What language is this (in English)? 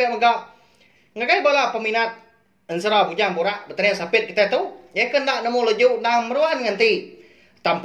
Iban